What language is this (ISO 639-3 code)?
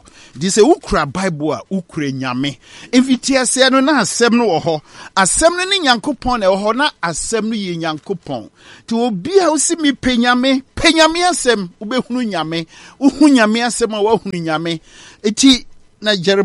aka